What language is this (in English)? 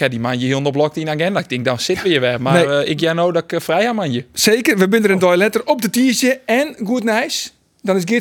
Western Frisian